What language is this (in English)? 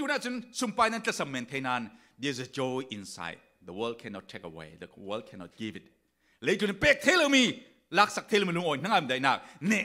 Falam Chin